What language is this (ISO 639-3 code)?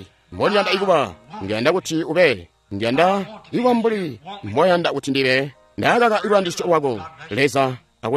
toi